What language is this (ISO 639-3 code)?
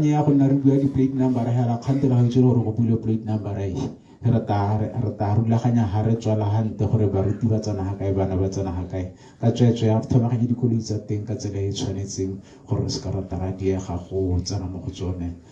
tsn